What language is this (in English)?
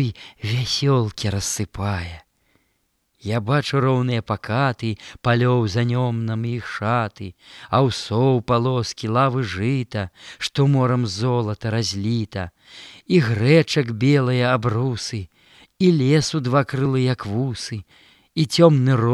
Belarusian